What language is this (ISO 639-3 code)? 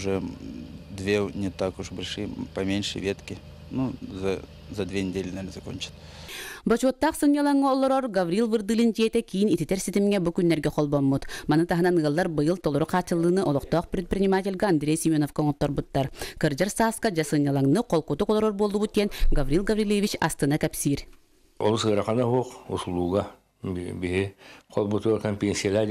sah